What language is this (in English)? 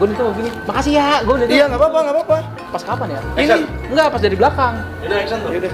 Betawi